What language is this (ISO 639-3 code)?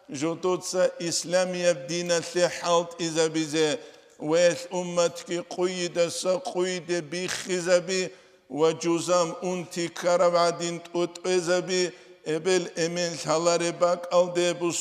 ava